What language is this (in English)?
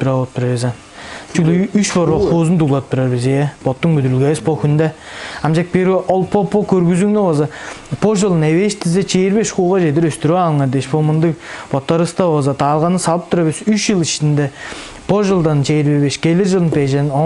Tuvinian